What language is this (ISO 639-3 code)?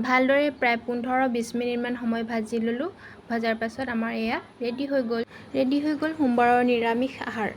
asm